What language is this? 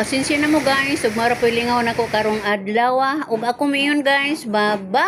Cebuano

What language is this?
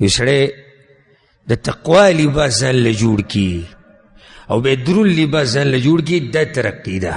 Pashto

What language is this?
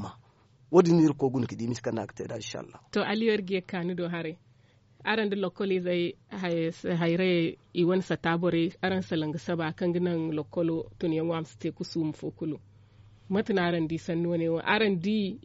Zarma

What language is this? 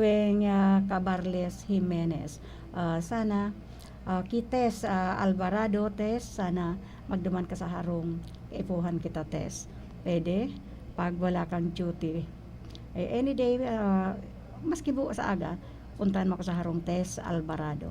Bikol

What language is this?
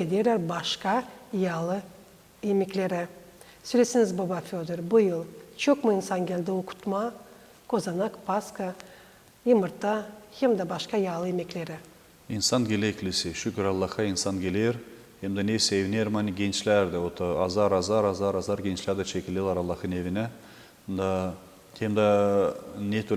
Gagauz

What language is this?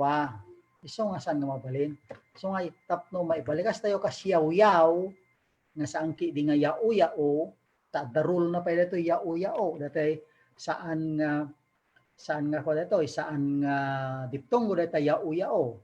Iloko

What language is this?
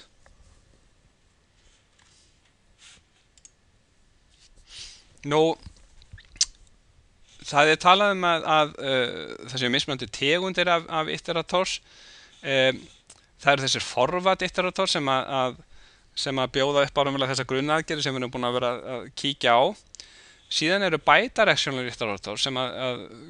Icelandic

